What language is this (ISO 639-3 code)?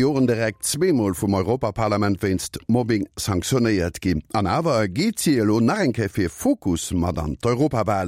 ltz